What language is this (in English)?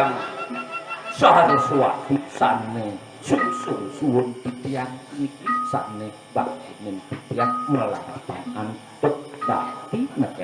Balinese